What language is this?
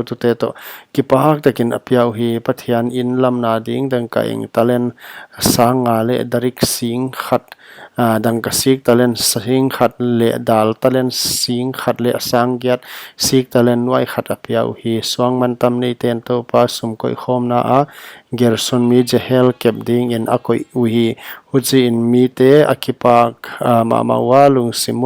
Paite Chin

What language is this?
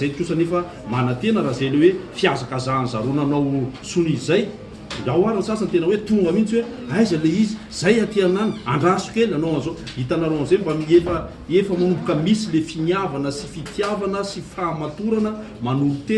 Malagasy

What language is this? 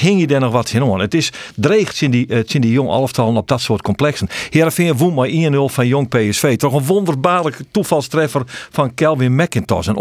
Western Frisian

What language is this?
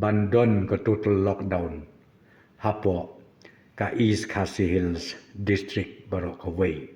Khasi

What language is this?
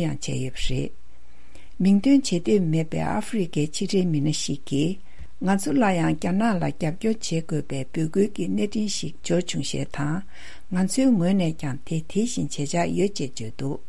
Tibetan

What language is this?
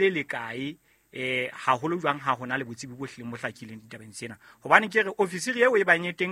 Southern Sotho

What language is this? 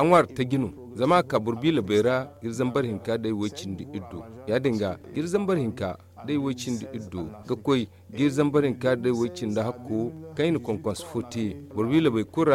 Zarma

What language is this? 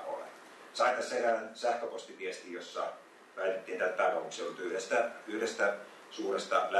Finnish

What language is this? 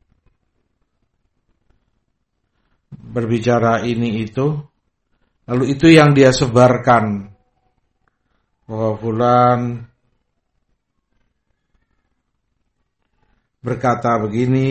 Indonesian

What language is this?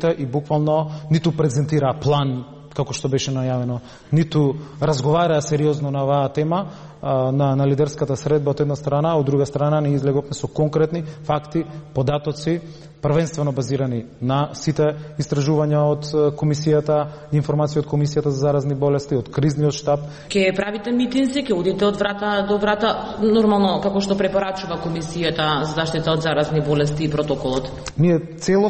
Macedonian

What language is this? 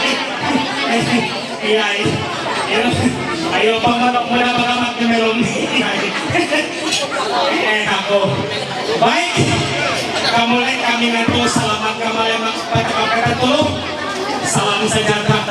Ma'anyan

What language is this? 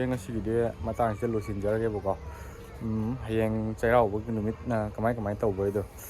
Manipuri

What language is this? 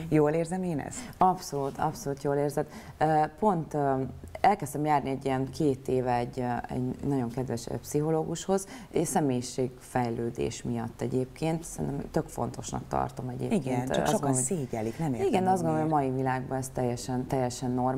Hungarian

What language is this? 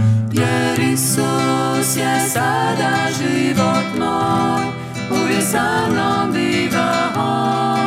Croatian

